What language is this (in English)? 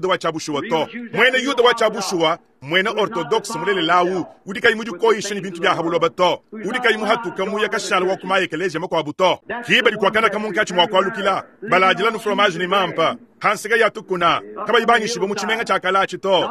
Luba-Lulua